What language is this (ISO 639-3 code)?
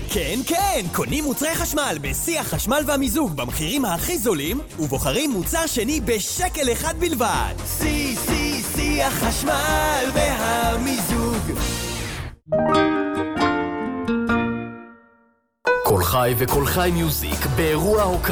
heb